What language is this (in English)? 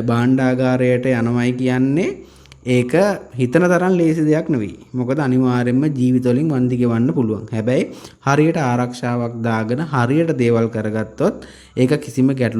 Sinhala